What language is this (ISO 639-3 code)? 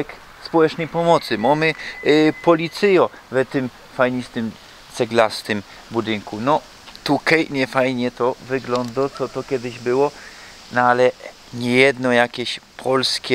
szl